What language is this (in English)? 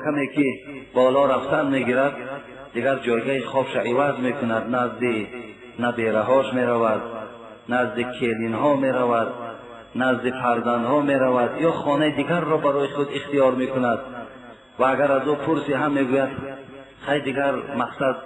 Tajik